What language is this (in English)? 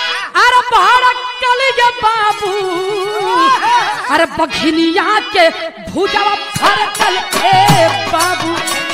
Bhojpuri